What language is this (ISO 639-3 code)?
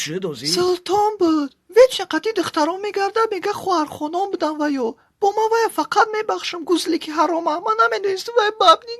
tgk